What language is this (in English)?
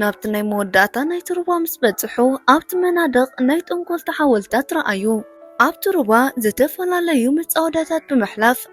Tigrinya